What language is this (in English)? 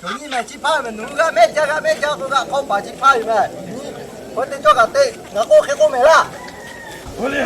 Lahu